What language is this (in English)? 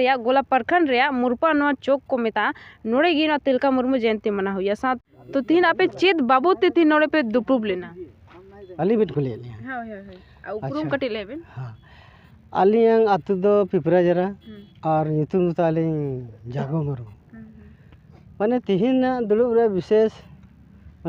Santali